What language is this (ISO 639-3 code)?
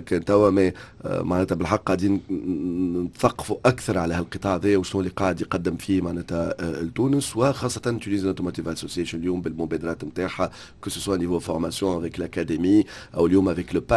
aeb